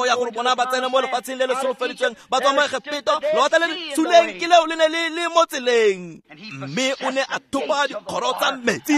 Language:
Tswana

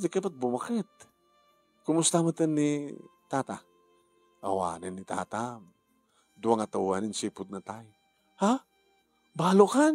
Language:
Iloko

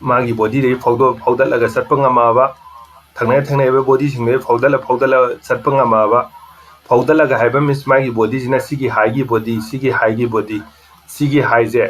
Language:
Manipuri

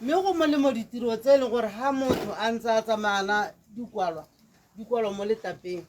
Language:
Tswana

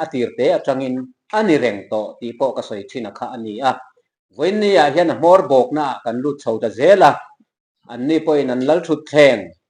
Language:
Mizo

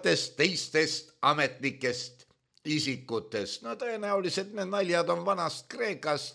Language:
Estonian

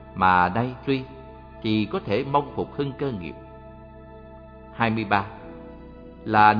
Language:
Vietnamese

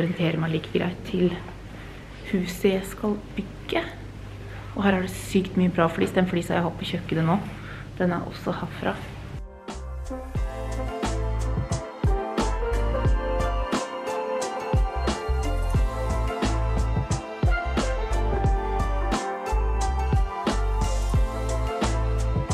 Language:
Norwegian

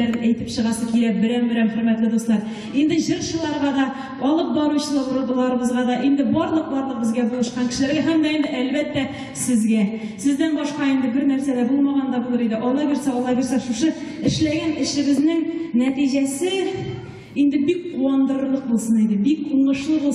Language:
Tatar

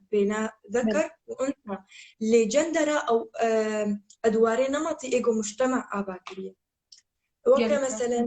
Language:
Kurdish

